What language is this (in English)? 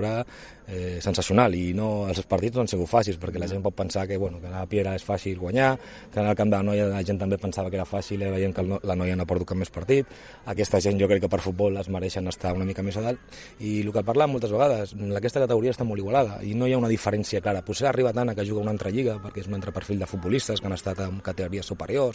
Catalan